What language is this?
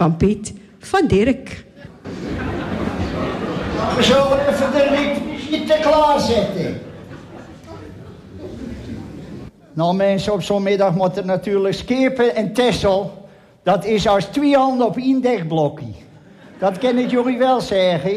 Dutch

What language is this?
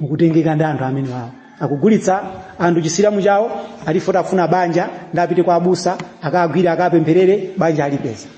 Nyanja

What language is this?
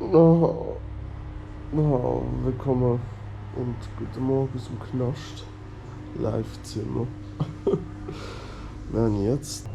Swiss German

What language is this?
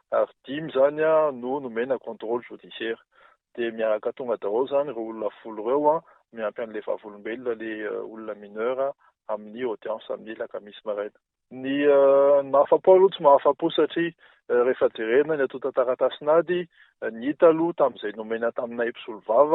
Malagasy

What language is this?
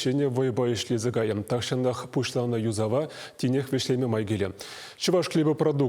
Chuvash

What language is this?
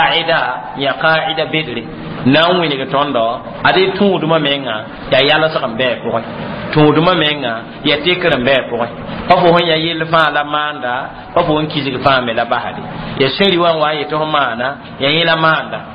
Mossi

